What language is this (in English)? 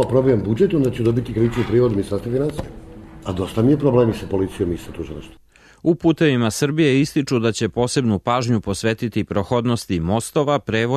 Serbian